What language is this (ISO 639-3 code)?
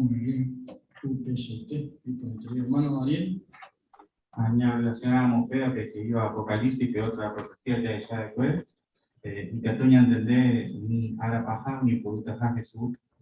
grn